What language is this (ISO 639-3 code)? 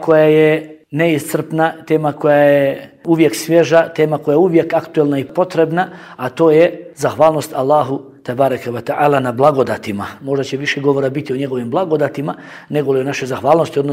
bos